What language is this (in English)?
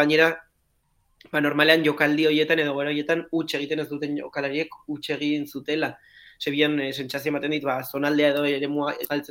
Basque